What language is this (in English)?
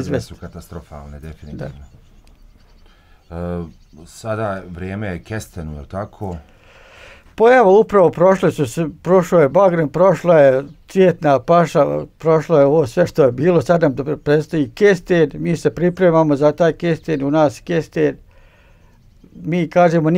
Bosnian